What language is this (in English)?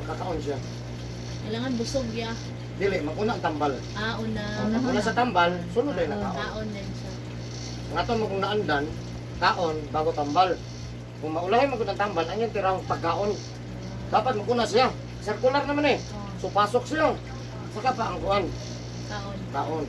Cebuano